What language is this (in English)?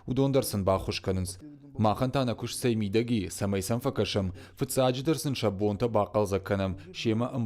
Ossetic